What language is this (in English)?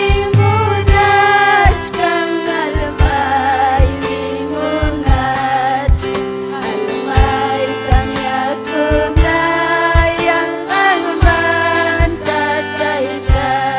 Ayacucho Quechua